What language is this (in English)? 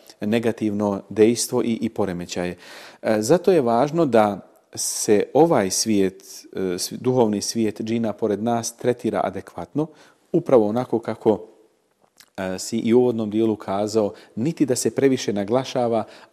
Bosnian